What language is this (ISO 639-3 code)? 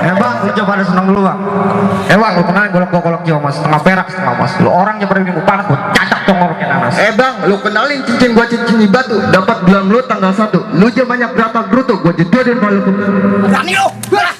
bew